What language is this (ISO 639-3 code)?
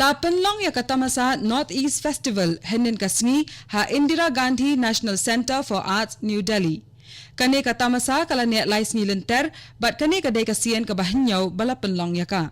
kha